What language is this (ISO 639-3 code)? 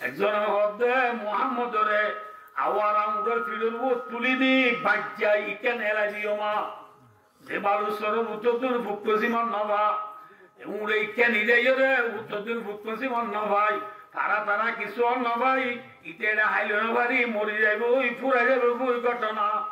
rhg